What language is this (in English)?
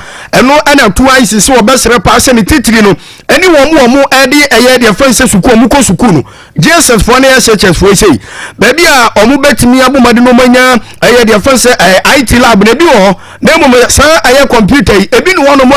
Akan